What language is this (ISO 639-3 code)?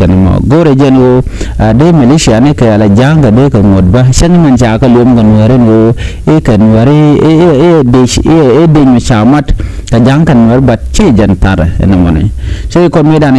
nus